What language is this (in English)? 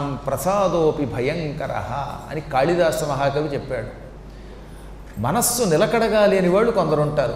Telugu